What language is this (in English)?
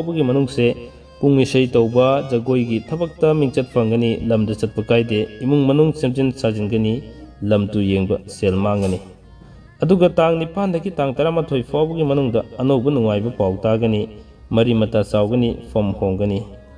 Manipuri